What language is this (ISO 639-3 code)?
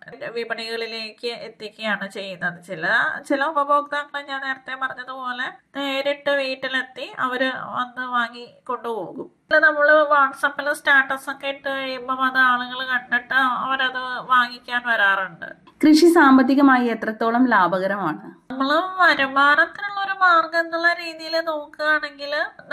mal